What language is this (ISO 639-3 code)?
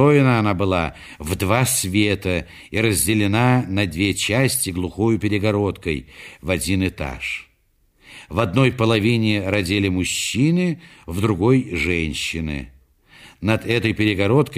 rus